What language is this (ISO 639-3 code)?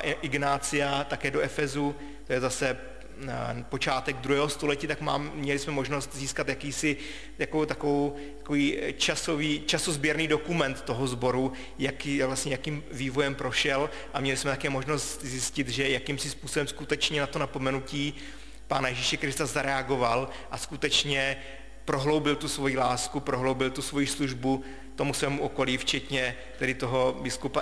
ces